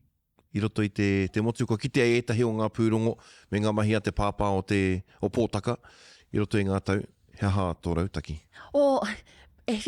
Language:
Māori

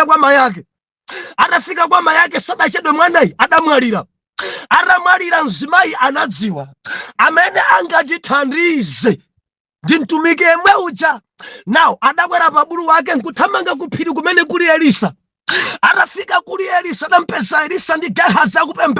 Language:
Nyanja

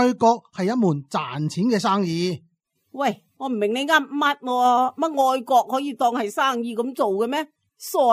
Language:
Cantonese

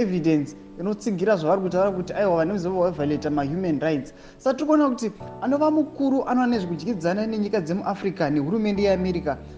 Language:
Shona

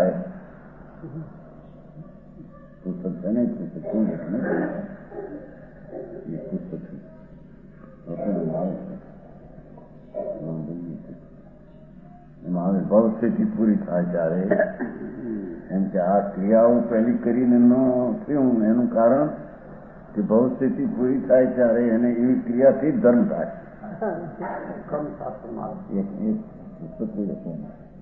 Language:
Gujarati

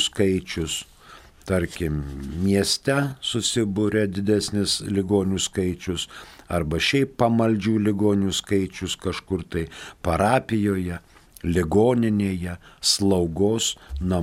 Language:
Lithuanian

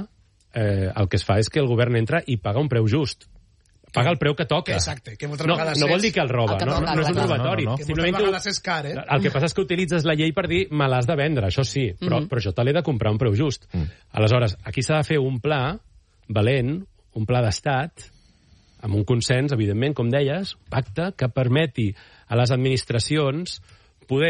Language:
Catalan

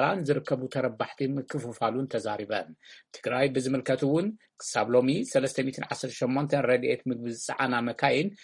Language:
Tigrinya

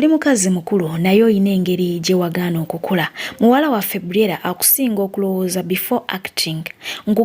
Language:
Ganda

